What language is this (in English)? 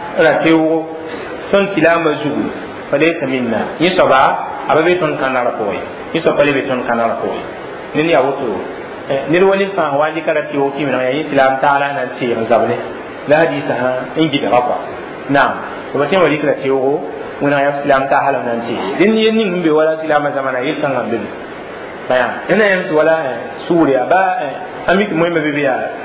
Mossi